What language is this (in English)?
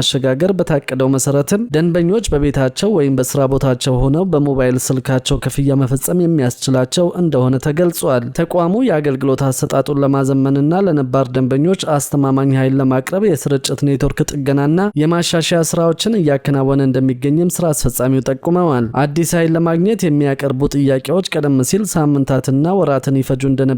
Amharic